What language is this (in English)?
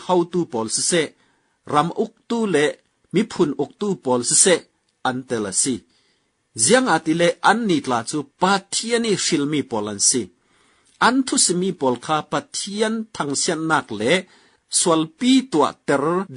Falam Chin